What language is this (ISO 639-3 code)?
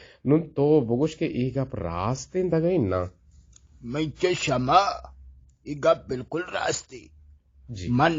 bgp